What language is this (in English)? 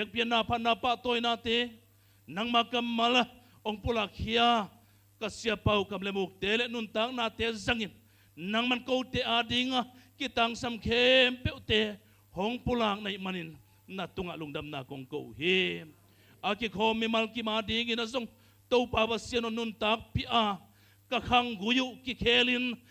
Tedim Chin